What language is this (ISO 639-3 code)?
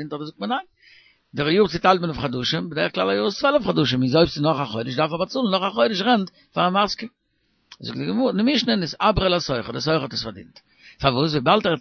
yid